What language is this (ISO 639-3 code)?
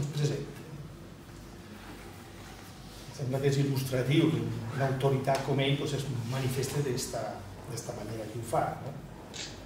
cat